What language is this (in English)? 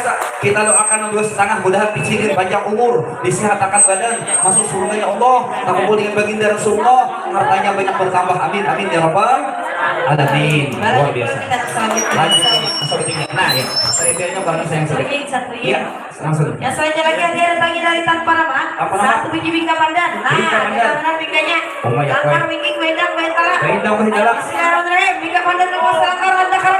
Banjar